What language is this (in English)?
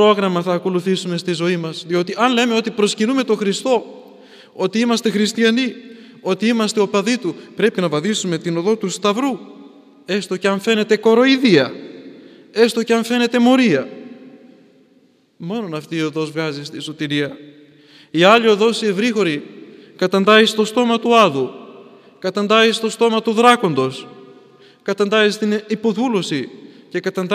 Greek